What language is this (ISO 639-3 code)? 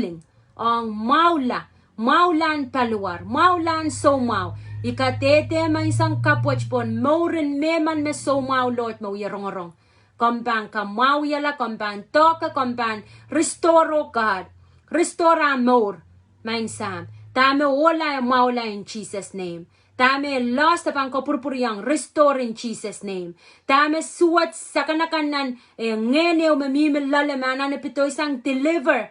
pon